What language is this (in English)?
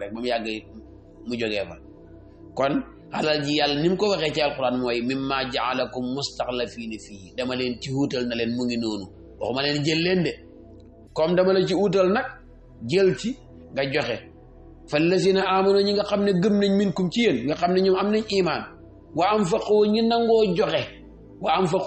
Wolof